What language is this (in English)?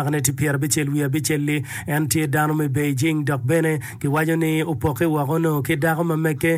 Acoli